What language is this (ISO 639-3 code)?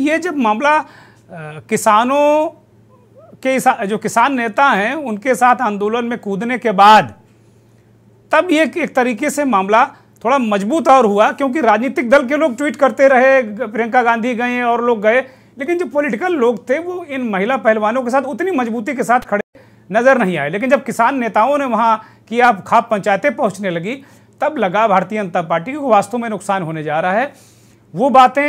hin